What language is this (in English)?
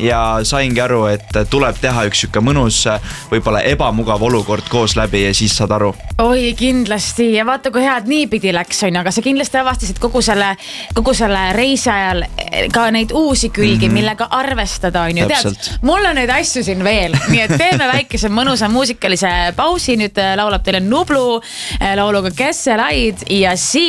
Estonian